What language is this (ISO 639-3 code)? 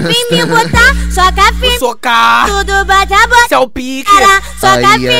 por